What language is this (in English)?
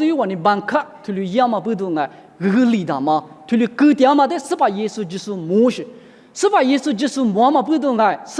Lisu